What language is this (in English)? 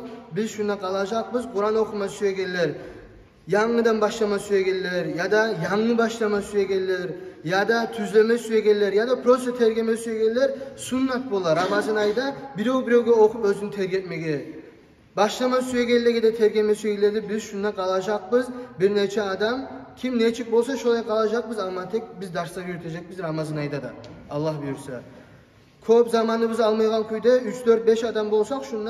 Kumyk